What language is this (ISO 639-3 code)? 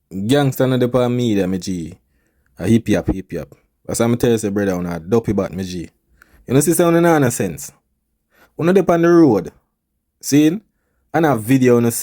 jam